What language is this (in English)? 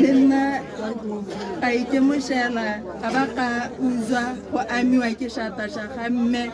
Tswana